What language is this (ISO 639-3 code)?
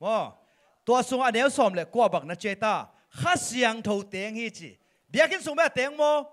ctd